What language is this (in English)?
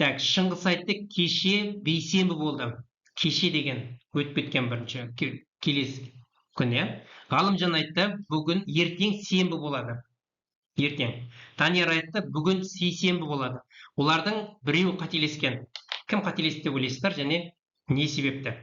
Kazakh